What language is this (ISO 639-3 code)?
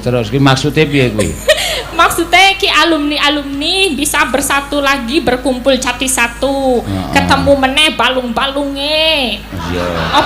jav